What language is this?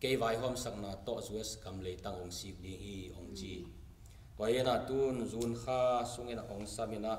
Tedim Chin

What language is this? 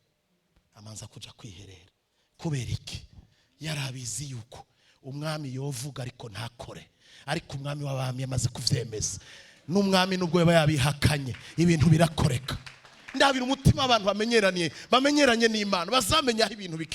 Rundi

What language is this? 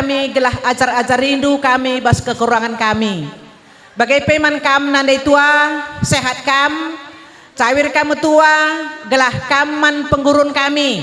Batak Karo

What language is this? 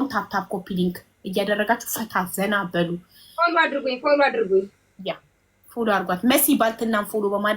Amharic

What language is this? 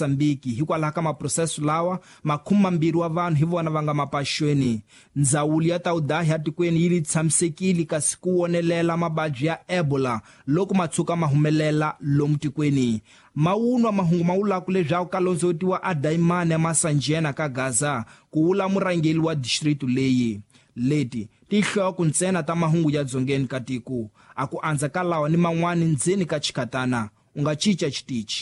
Tsonga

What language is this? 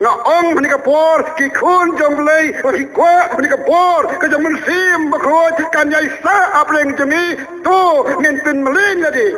Khasi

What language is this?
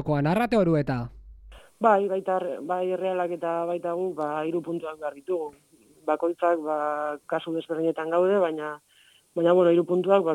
Basque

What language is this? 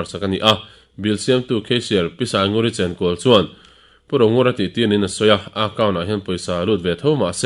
Mizo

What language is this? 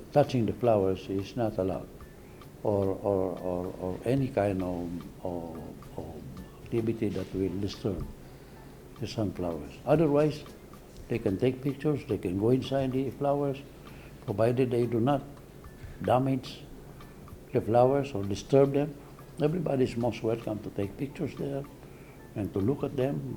Bikol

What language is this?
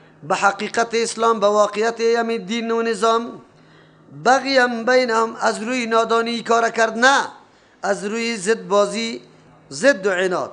Persian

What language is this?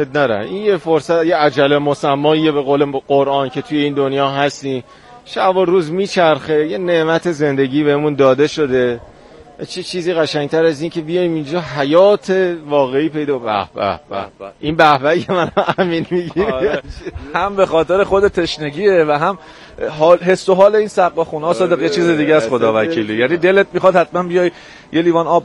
Persian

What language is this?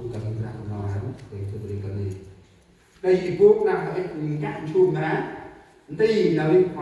Central Mnong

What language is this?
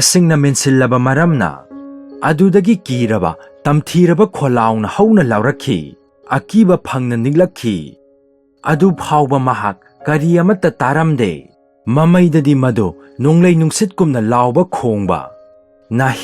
Manipuri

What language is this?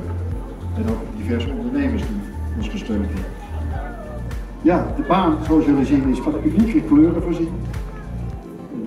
Dutch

